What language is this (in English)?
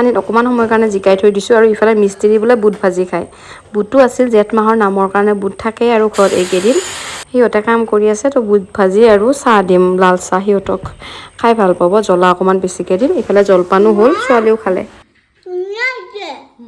Assamese